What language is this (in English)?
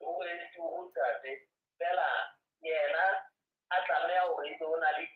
Southern Sotho